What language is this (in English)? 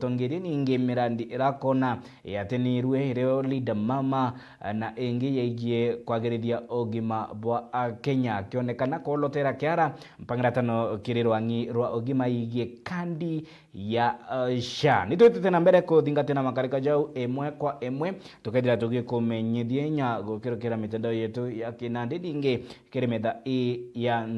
Meru